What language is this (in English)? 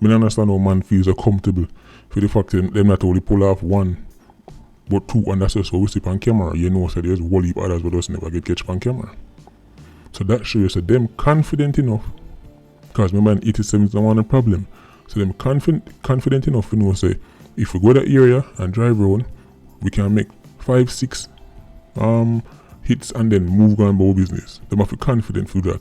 Jamaican Creole English